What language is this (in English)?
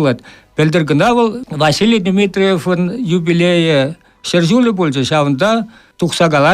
Chuvash